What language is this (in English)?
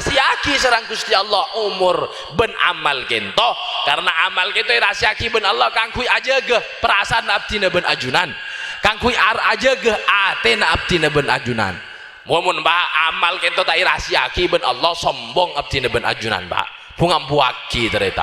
Madurese